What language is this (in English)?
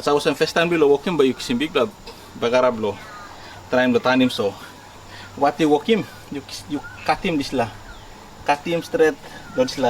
Tok Pisin